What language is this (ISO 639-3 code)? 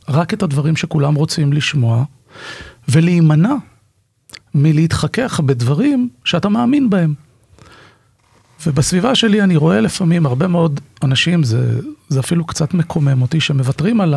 heb